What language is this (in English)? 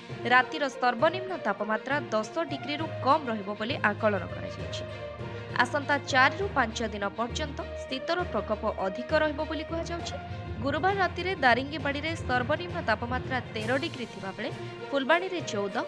Odia